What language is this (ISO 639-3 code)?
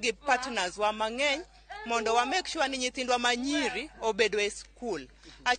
luo